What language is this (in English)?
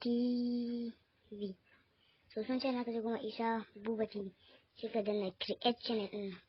Hausa